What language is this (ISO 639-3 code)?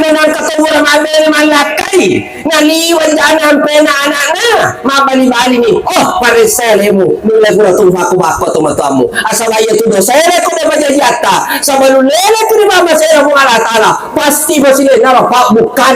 bug